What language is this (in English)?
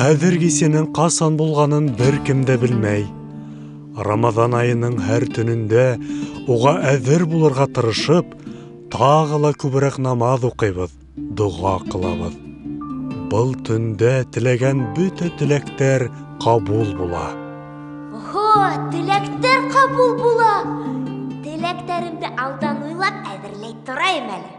Bashkir